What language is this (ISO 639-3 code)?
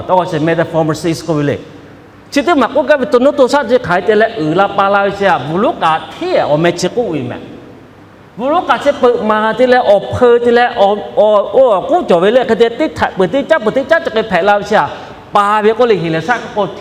lhu